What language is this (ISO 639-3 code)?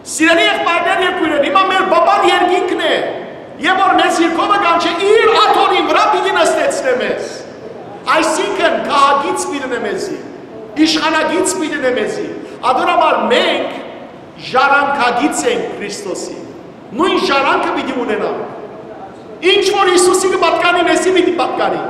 hyw